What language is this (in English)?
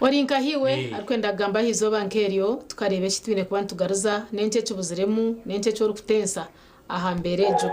Nyankole